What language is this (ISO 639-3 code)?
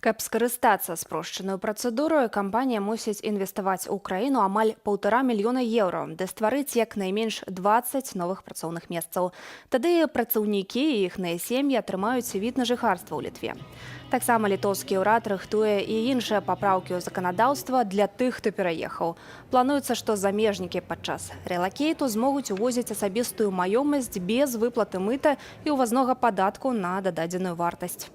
bel